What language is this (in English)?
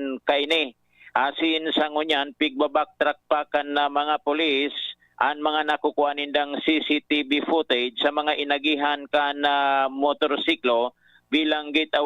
Bikol